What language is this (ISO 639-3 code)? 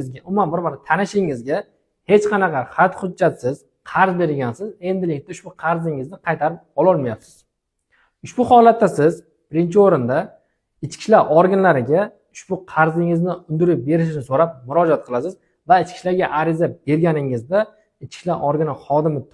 uzb